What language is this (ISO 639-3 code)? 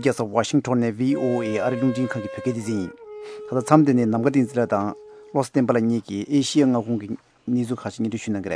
bod